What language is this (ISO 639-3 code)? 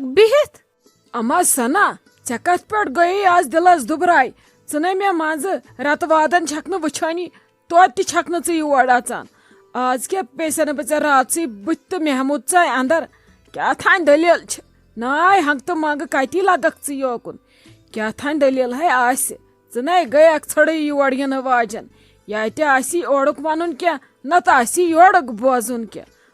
kas